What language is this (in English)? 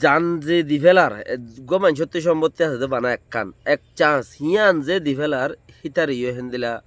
Rohingya